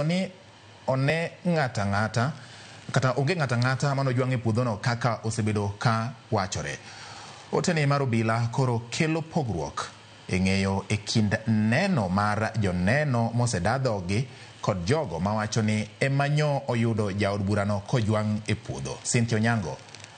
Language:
Luo (Kenya and Tanzania)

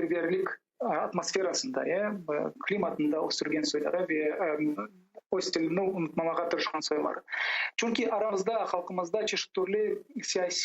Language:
Crimean Tatar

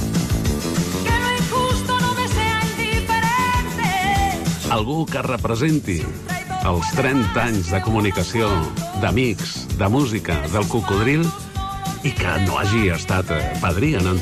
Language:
Catalan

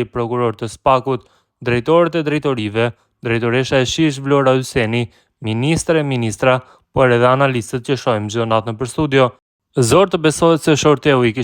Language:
Albanian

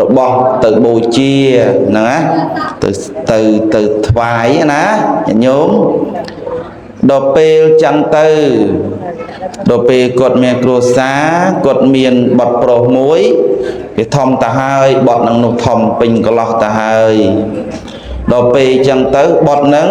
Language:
Khmer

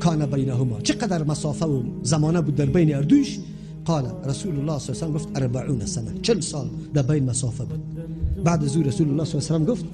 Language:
Persian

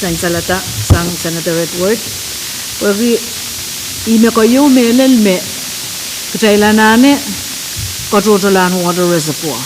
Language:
Pohnpeian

